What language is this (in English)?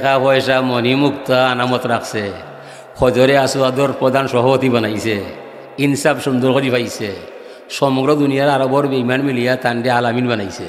Sylheti